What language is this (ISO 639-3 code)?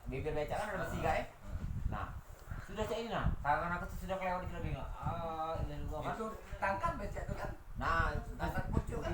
mui